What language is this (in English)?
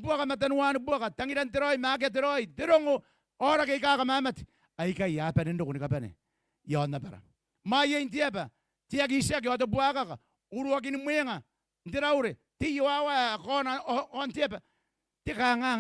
Gilbertese